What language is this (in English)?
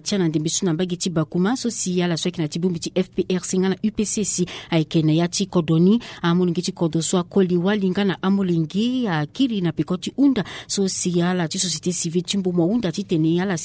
Sango